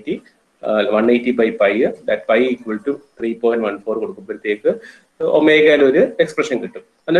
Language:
Malayalam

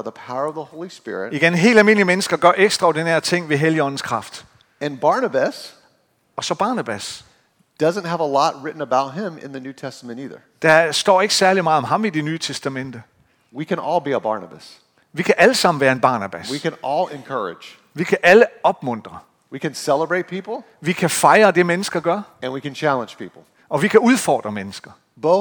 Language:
Danish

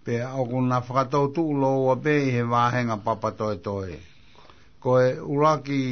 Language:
Tongan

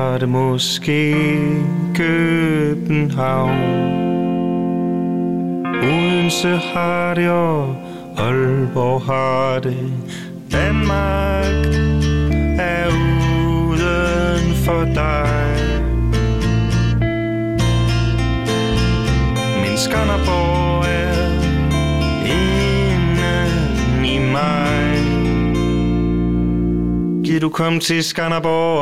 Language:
Danish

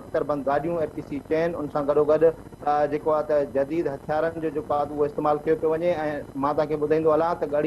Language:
Sindhi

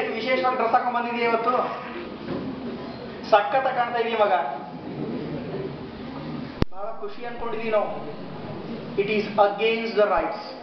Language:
Kannada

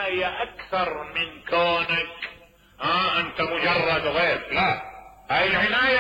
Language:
Mesopotamian Arabic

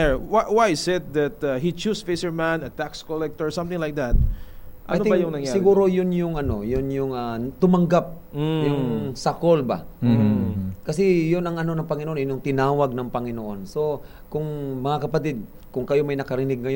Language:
Filipino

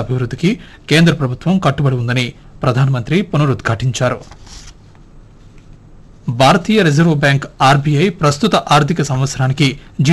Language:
Telugu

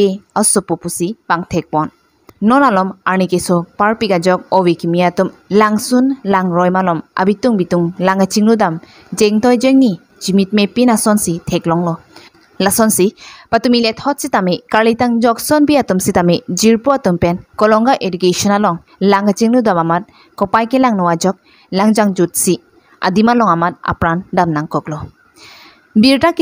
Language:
Karbi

